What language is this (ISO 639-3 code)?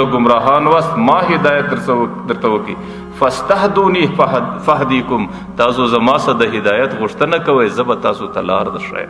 pus